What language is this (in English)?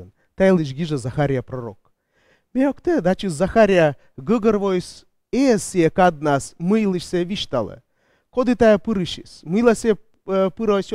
Komi